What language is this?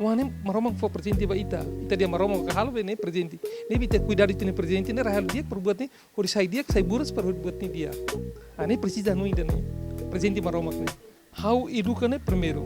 Tetum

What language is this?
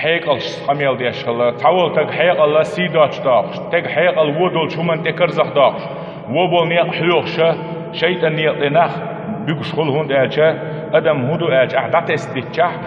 Chechen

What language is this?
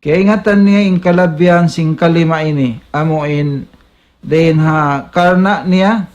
Tausug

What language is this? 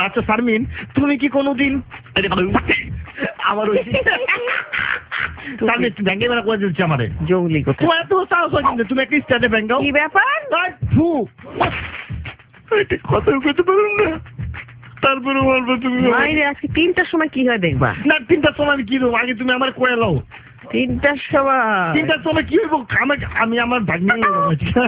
Bangla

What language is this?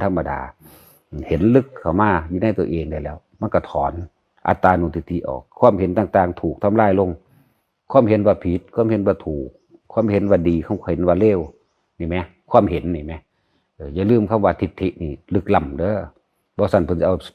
Northeastern Thai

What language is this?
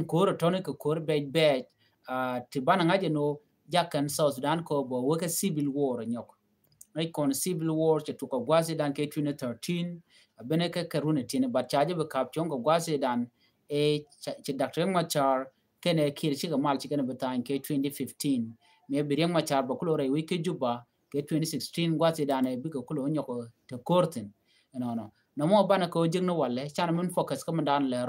Nuer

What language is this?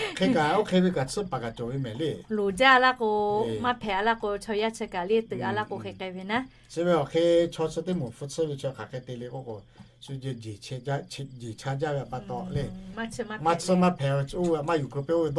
Lahu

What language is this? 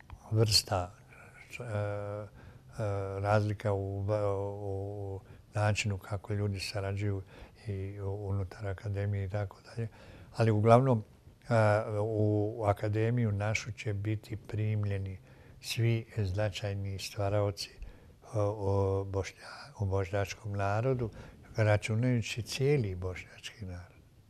Bosnian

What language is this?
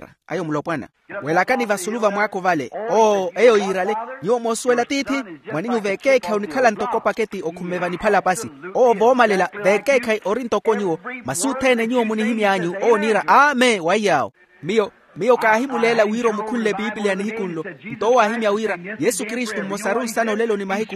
Makhuwa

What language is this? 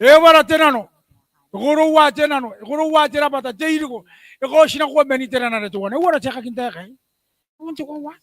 Gilbertese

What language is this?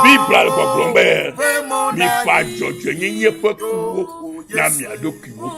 Ewe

